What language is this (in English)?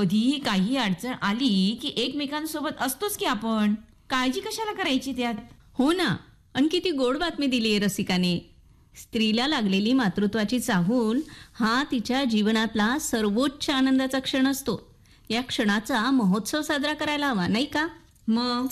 Marathi